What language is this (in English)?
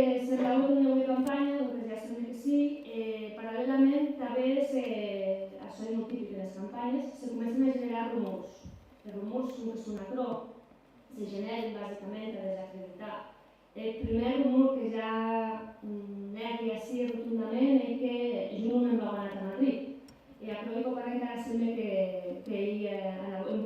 Occitan